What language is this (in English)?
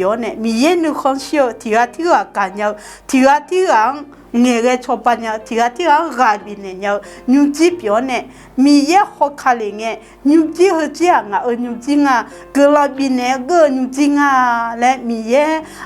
Akha